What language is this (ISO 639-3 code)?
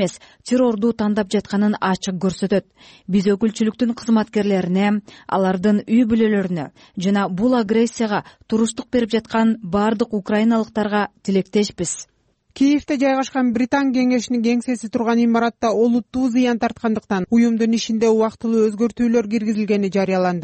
kir